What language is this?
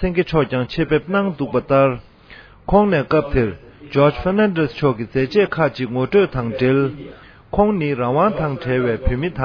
Tibetan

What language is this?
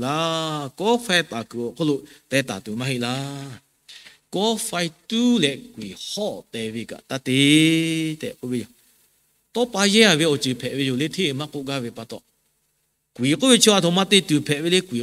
Lahu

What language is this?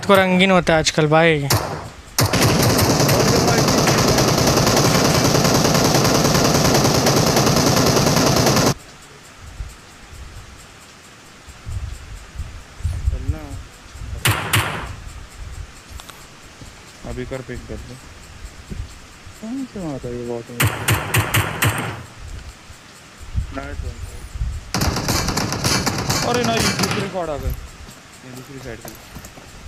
Hindi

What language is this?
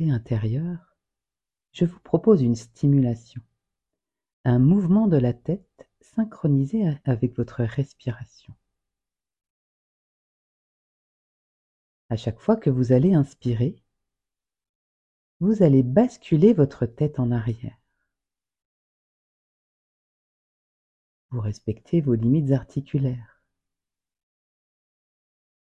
French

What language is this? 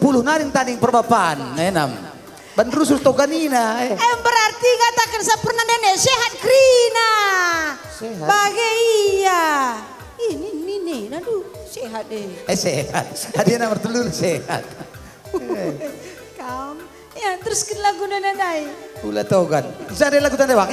Batak Karo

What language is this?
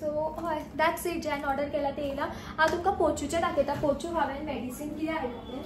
Konkani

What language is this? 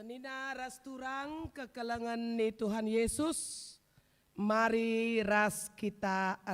Batak Karo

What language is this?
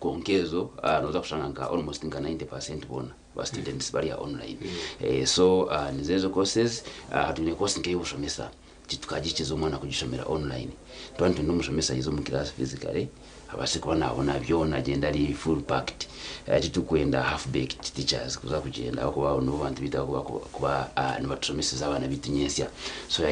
Nyankole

